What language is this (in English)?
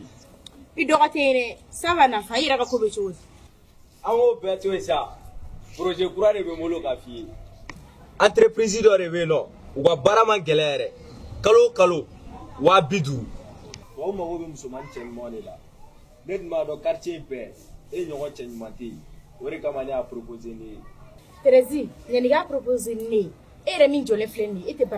Bambara